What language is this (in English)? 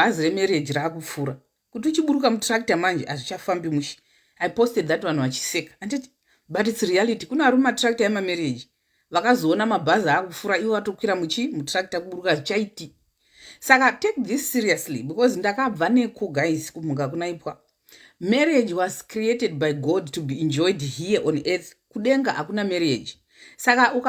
Shona